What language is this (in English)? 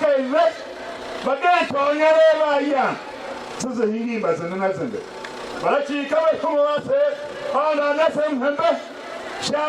Tiv